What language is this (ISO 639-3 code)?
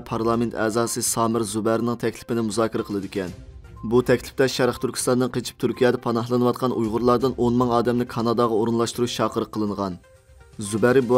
uig